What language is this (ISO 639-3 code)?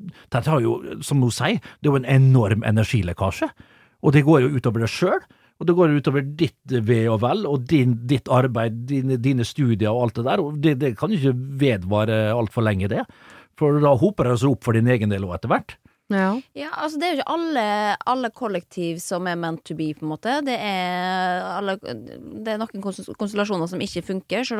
nor